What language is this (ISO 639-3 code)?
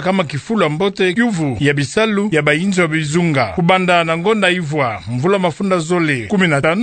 ktu